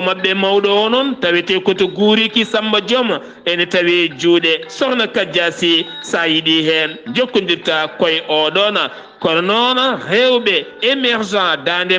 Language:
Fula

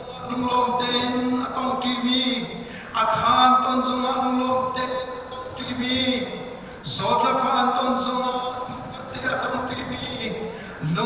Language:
Falam Chin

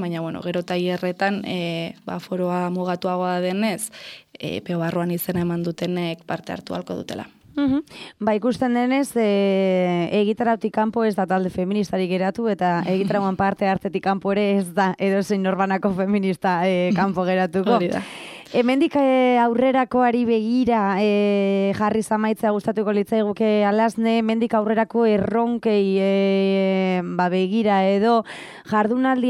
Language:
Basque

